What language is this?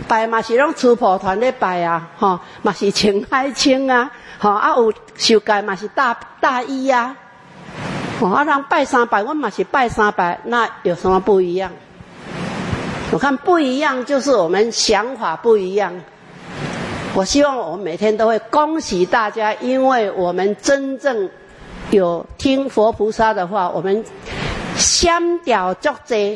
Min Nan Chinese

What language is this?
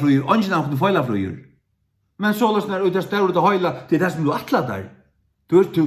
Faroese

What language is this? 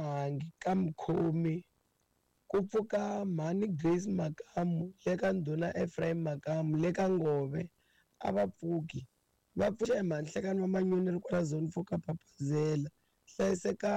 Tsonga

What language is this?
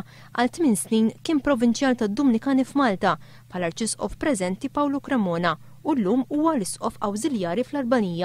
Maltese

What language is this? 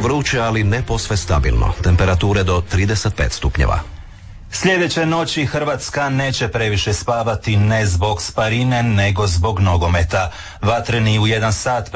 Croatian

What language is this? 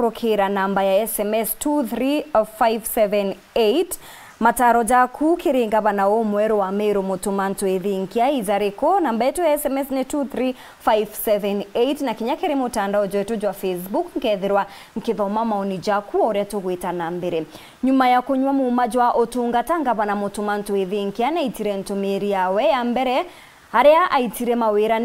Meru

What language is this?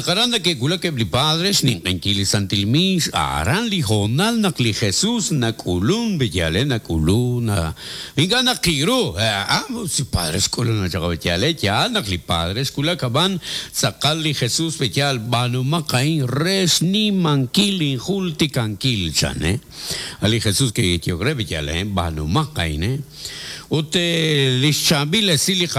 Kekchí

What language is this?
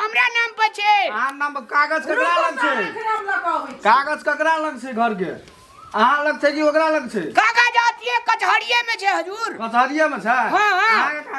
Maithili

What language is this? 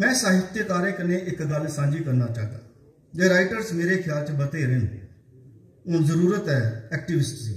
Dogri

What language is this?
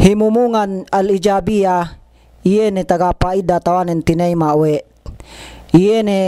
Yakan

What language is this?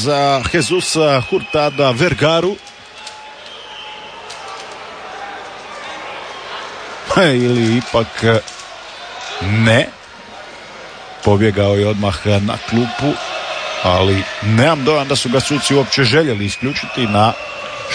Croatian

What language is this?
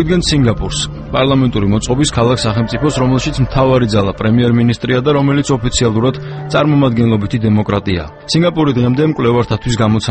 Georgian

